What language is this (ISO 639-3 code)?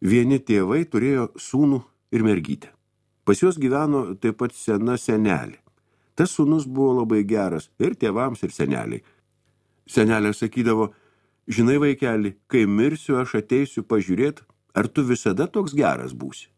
lit